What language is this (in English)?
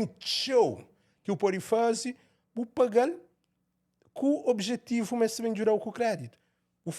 Kabuverdianu